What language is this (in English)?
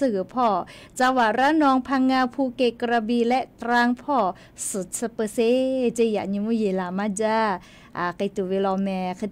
Lahu